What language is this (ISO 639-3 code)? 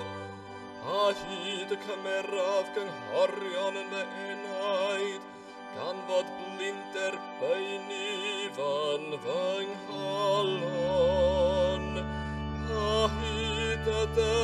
cym